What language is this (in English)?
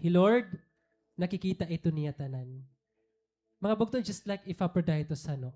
Waray